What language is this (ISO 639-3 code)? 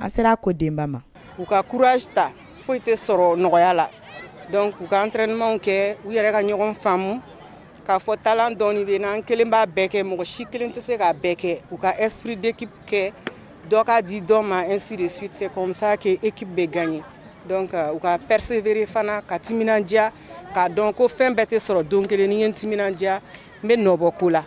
bam